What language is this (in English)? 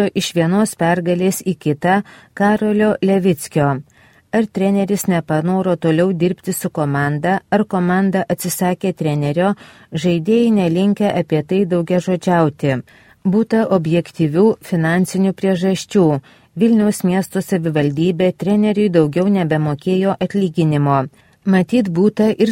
Lithuanian